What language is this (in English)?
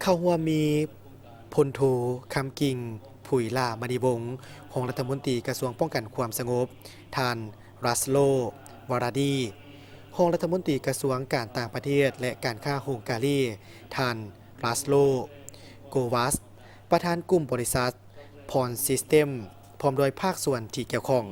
Lao